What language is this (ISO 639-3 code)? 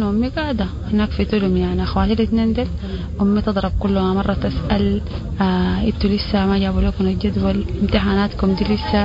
apd